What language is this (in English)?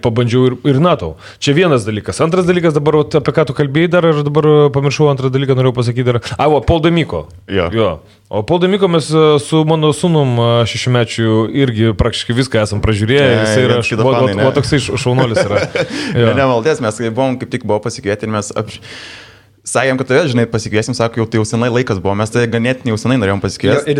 Lithuanian